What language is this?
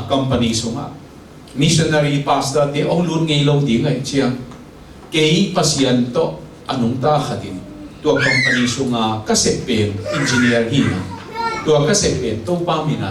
Tedim Chin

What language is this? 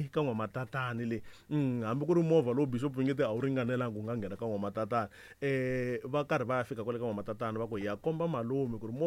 Tsonga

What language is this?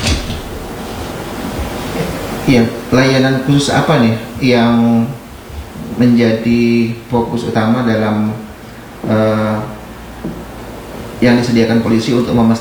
Indonesian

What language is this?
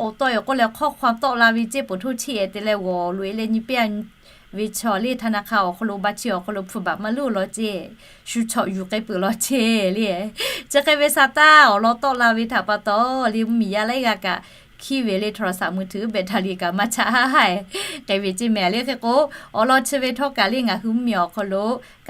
Lahu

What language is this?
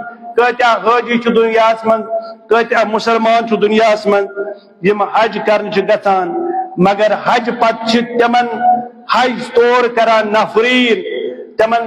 Kashmiri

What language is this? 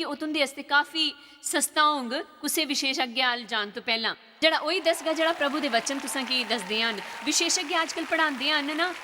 Dogri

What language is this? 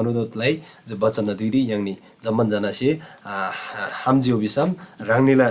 Eastern Tamang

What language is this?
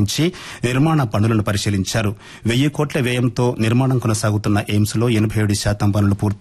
Telugu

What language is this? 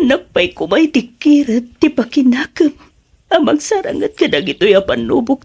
Iloko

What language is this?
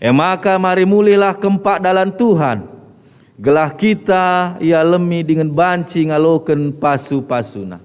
Batak Karo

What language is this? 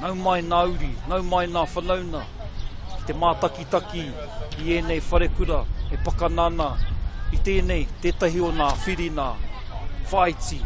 Māori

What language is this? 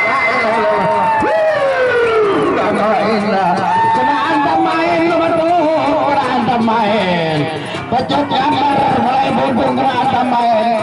Sasak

